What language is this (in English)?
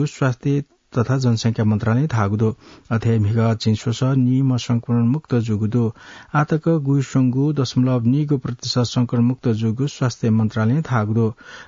Newari